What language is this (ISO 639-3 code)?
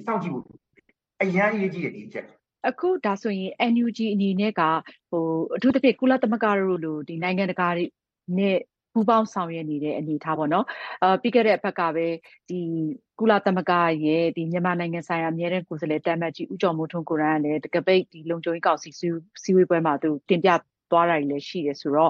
mya